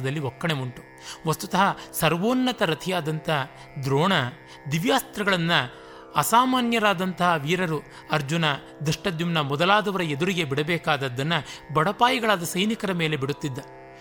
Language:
Kannada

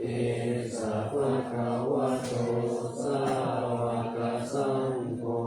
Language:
Pali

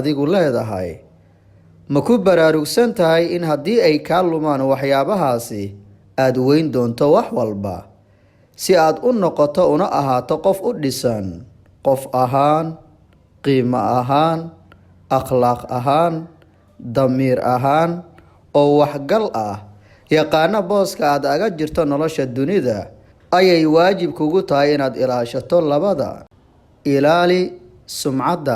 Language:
Somali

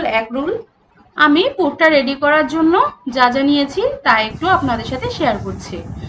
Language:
Bangla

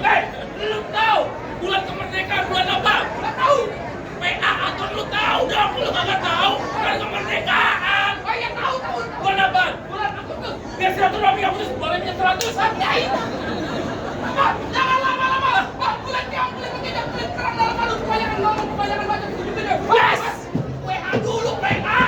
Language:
Betawi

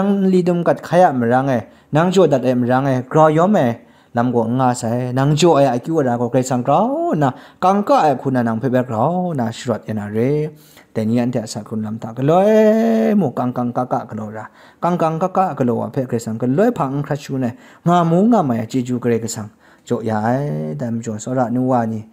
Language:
Kachin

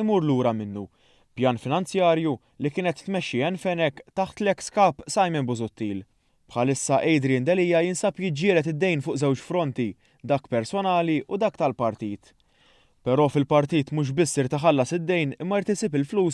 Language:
Maltese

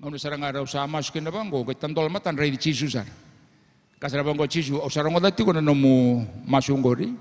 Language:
Fijian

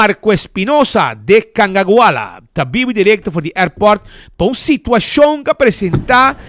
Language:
Papiamento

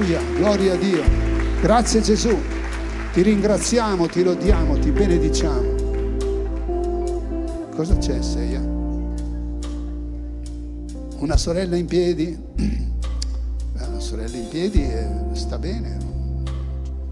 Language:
Italian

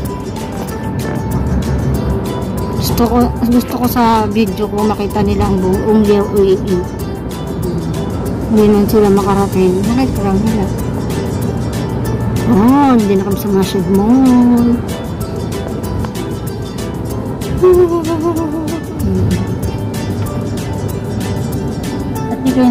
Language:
Filipino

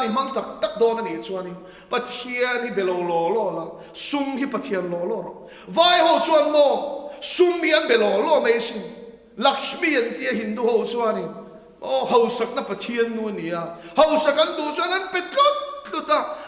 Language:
Mizo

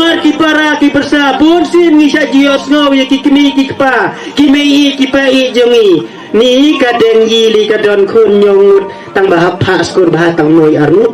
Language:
Khasi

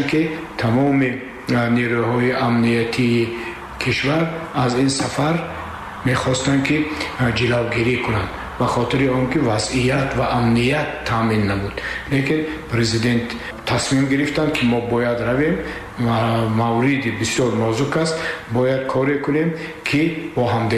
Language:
Tajik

